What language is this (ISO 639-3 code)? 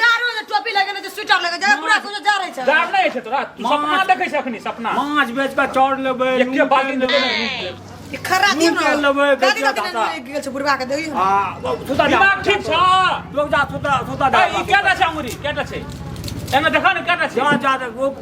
mai